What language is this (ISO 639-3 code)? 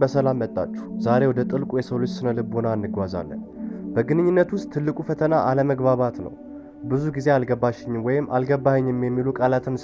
amh